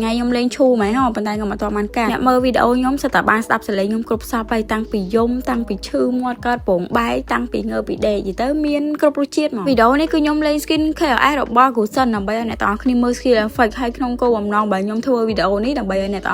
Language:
Khmer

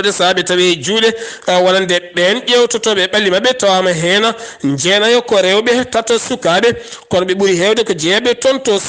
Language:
Fula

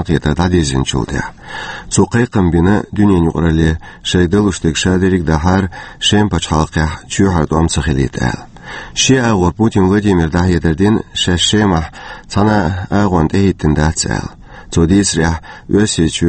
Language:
Chechen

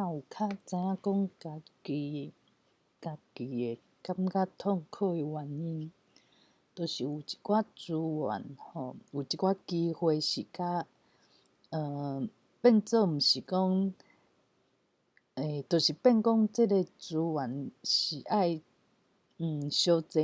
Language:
Min Nan Chinese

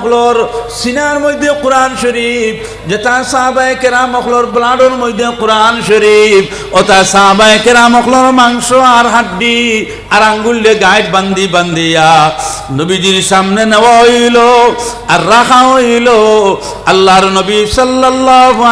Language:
Sylheti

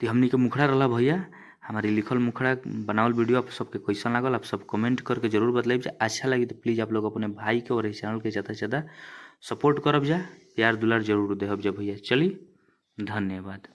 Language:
Bhojpuri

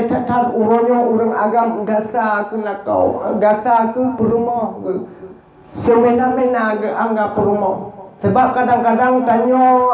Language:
Achinese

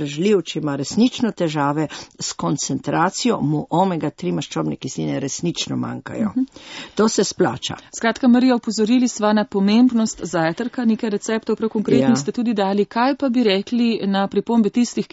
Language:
Slovenian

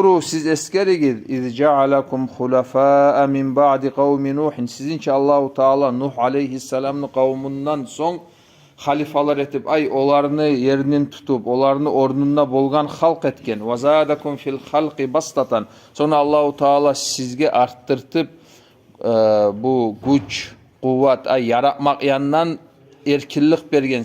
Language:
Kumyk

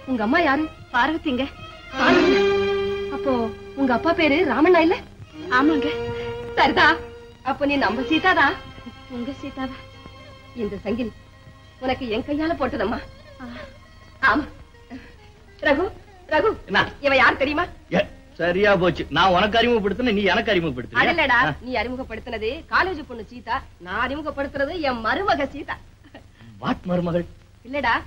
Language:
Tamil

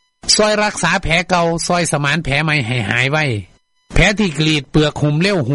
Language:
Thai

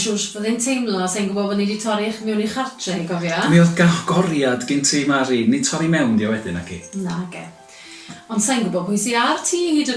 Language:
Welsh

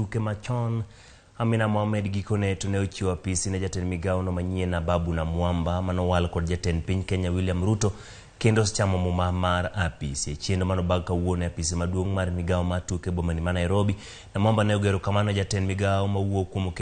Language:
Luo (Kenya and Tanzania)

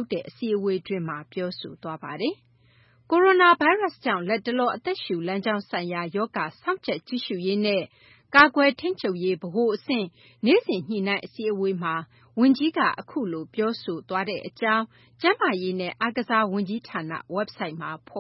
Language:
Burmese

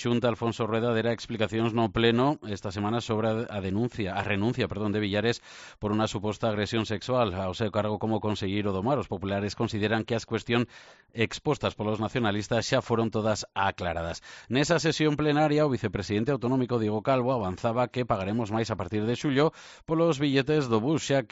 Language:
Galician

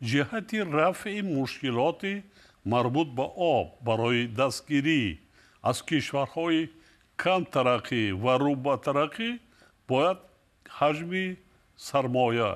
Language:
Tajik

